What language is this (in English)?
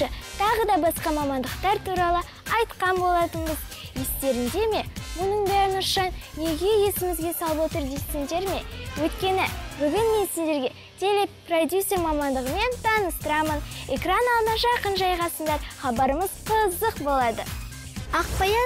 Kazakh